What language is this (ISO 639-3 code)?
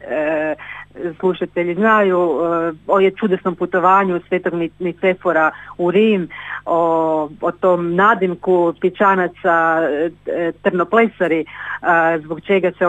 hrv